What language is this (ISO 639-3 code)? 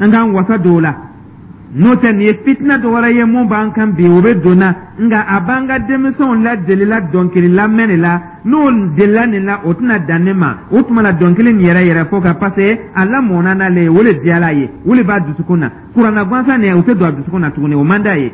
dyu